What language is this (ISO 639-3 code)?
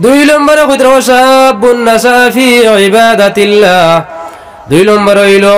syl